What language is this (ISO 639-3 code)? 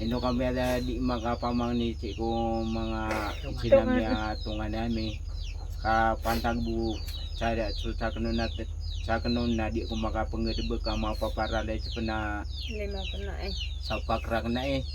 mrw